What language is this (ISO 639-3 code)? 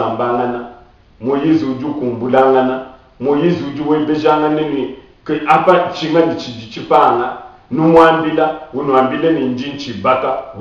lua